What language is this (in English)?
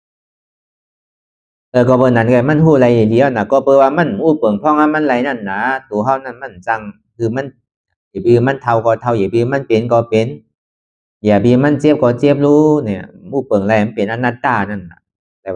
Shan